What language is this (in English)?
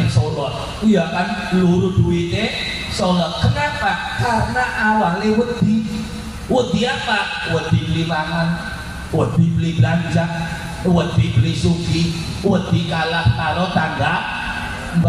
Javanese